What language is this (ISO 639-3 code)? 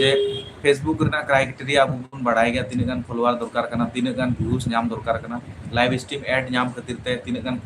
sat